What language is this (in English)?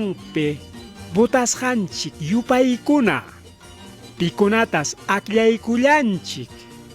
Ayacucho Quechua